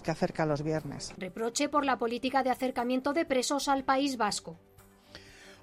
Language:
Spanish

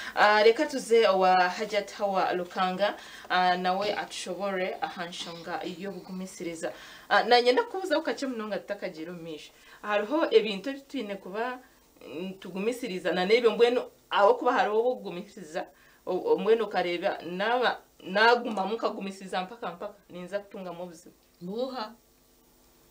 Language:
Nyankole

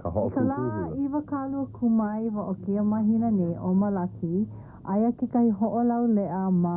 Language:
Hawaiian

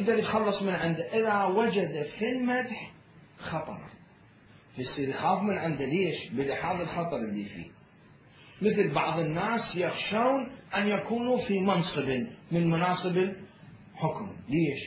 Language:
Mesopotamian Arabic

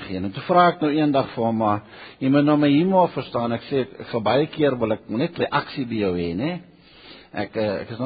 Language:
Afrikaans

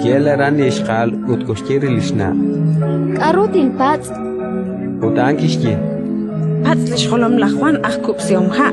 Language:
Kekchí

